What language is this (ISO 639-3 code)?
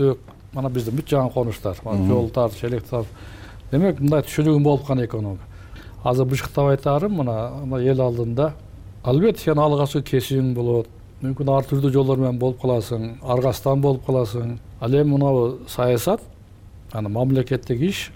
kir